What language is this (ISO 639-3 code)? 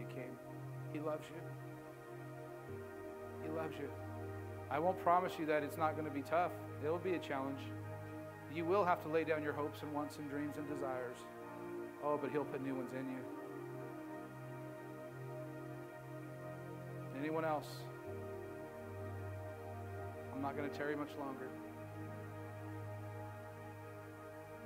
eng